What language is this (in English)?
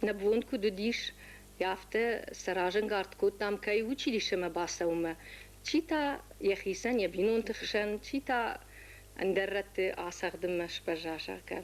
Ossetic